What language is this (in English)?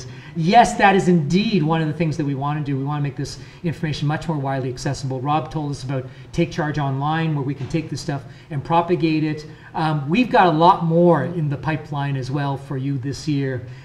English